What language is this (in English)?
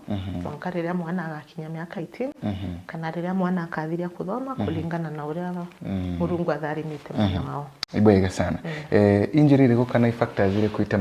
Meru